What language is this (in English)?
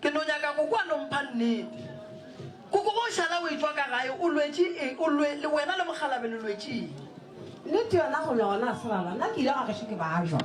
Northern Sotho